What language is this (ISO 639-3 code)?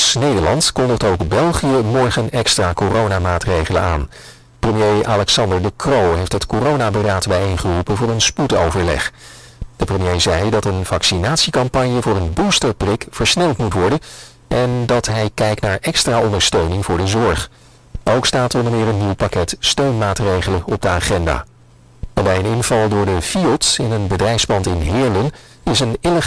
nld